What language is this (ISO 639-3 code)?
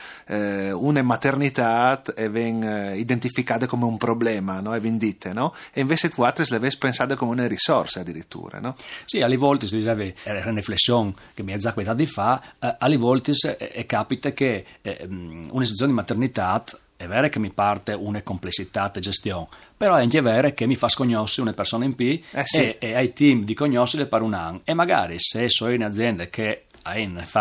fur